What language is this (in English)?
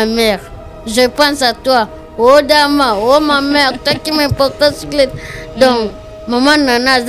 Lingala